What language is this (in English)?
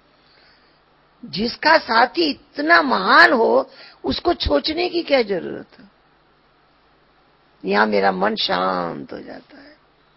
Hindi